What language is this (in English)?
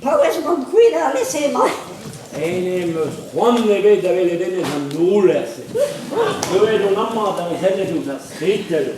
Breton